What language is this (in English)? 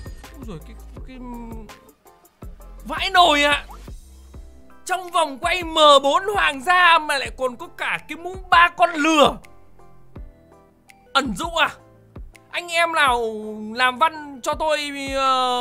Vietnamese